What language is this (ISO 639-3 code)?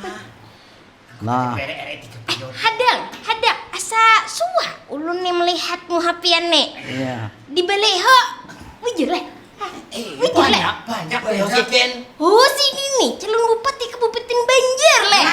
bjn